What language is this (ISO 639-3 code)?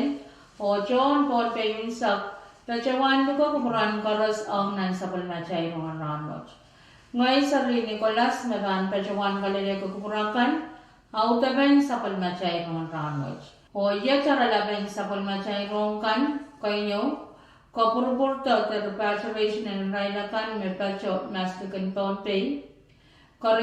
pon